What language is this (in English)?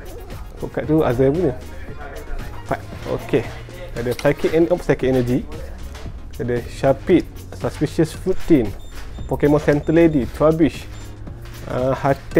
Malay